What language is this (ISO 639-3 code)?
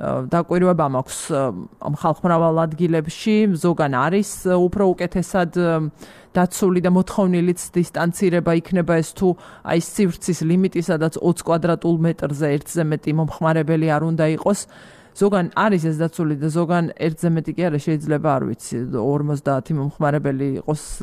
kat